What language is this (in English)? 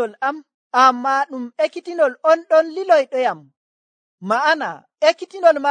Nigerian Fulfulde